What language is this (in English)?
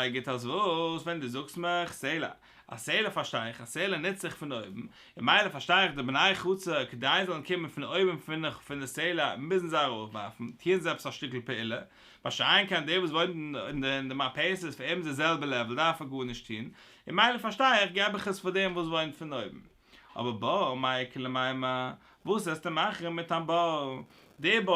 Yiddish